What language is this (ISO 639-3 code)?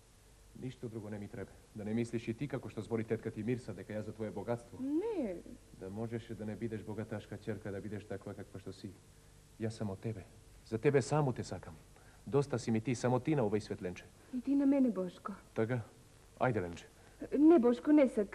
mkd